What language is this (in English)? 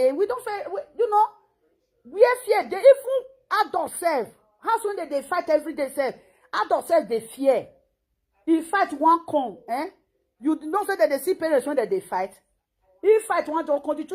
Nigerian Pidgin